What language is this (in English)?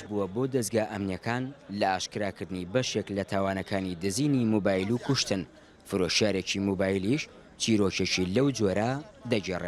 Central Kurdish